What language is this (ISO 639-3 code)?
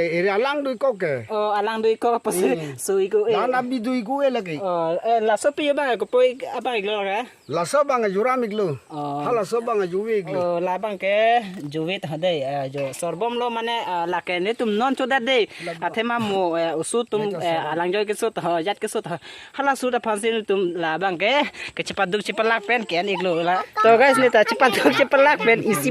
mjw